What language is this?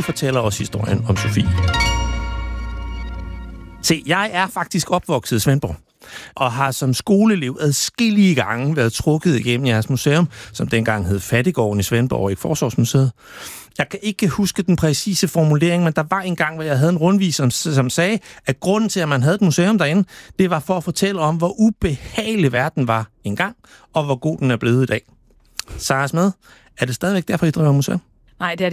Danish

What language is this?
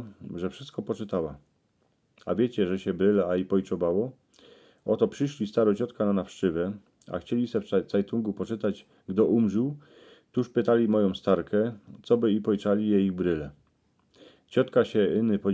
Silesian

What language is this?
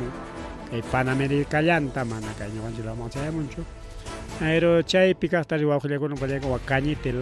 Ayacucho Quechua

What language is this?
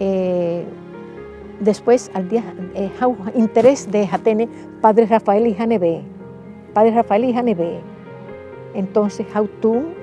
Tetum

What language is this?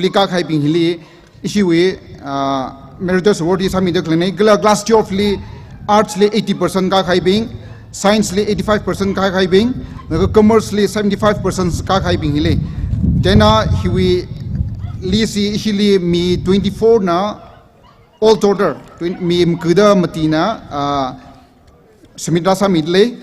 Tangkhul Naga (India)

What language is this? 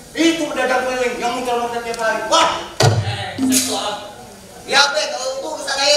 Betawi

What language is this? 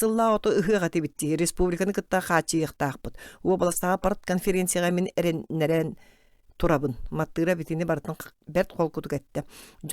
Yakut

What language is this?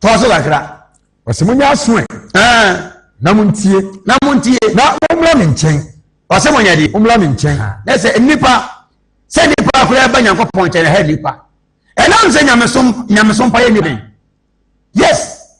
Akan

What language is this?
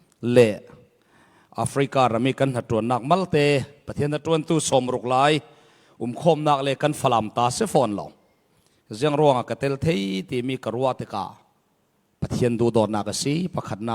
Falam Chin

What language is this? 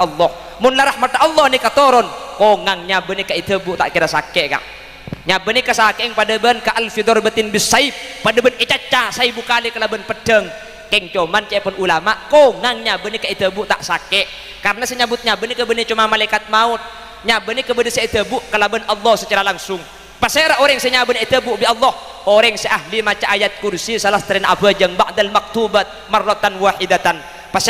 Madurese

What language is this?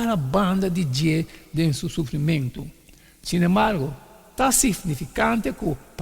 Papiamento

